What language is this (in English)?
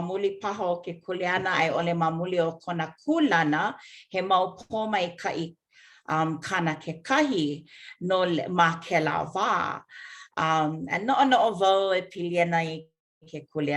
Hawaiian